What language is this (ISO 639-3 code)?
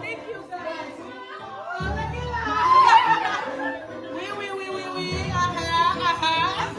hat